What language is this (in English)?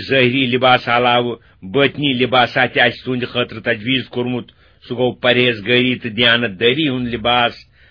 Kashmiri